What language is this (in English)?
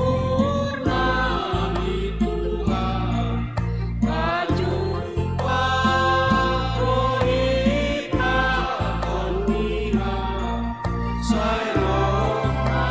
Batak Simalungun